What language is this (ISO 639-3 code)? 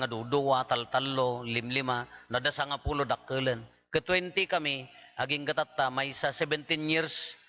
ilo